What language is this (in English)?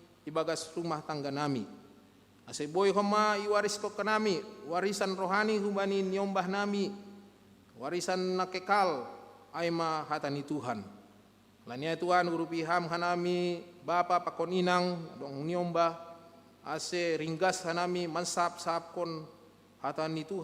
Batak Simalungun